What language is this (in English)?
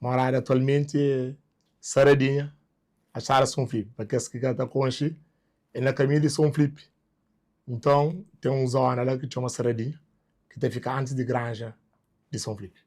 Kabuverdianu